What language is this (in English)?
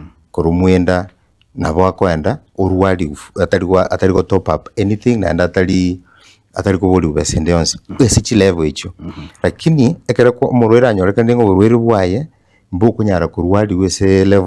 Gusii